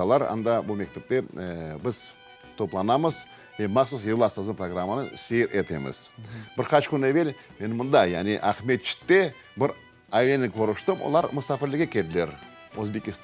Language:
Crimean Tatar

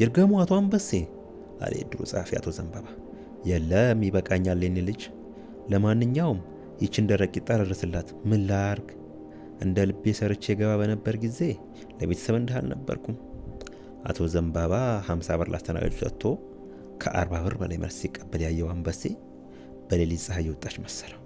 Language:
Amharic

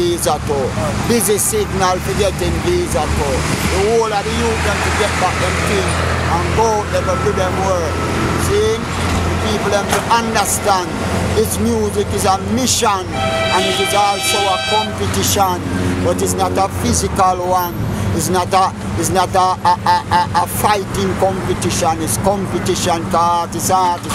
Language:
Jamaican Creole English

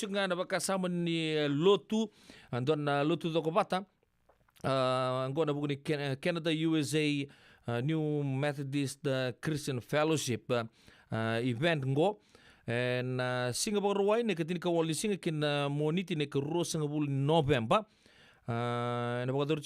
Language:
Fijian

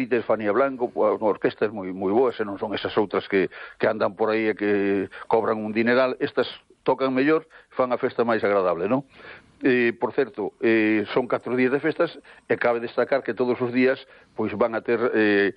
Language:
Galician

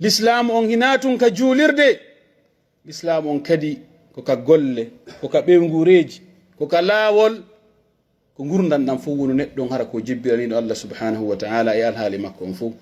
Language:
Pular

